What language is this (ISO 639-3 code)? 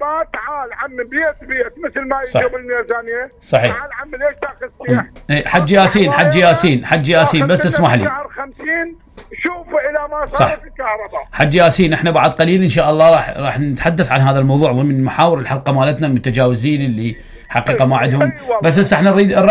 acm